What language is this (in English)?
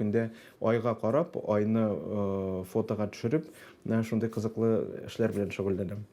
Tatar